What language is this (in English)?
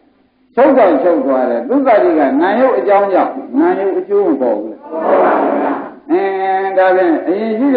Burmese